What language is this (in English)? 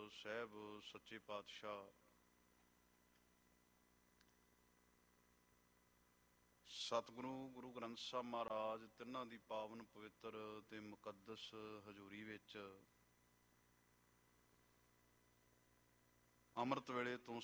Punjabi